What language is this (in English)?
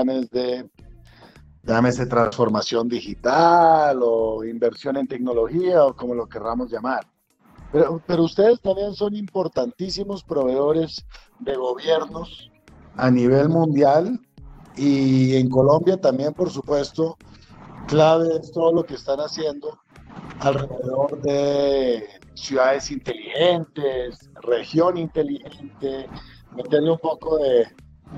Spanish